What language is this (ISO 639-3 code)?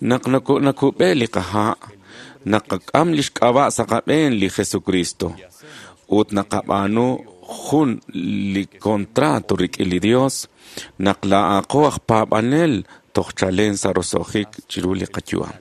kek